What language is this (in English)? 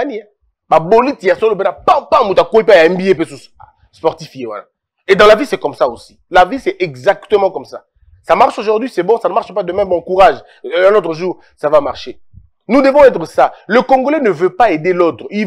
French